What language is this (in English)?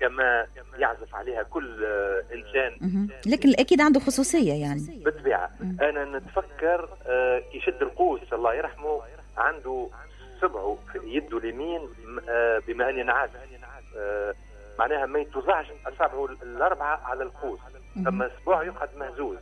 Tunisian Arabic